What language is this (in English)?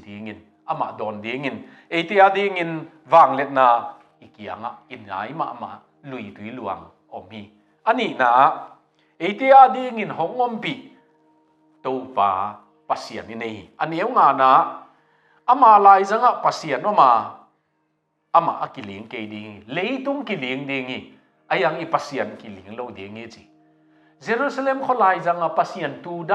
Tedim Chin